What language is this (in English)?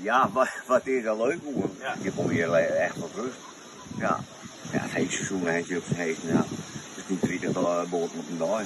Western Frisian